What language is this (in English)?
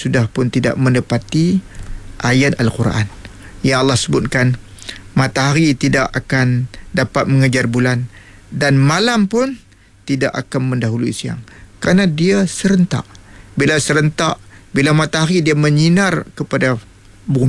Malay